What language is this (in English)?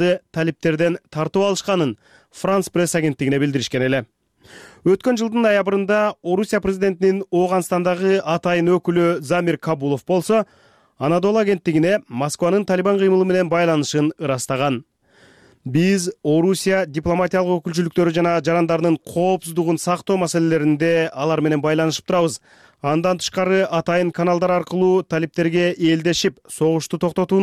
Kyrgyz